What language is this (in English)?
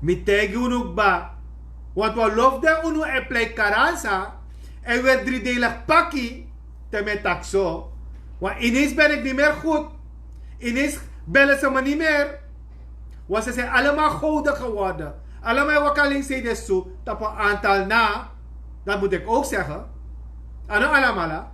Sranan Tongo